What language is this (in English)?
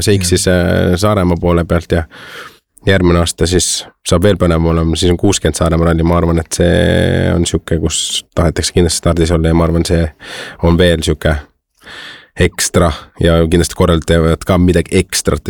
Estonian